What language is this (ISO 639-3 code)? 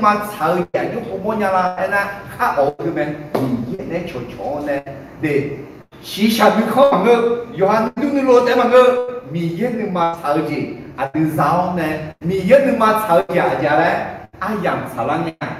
ahk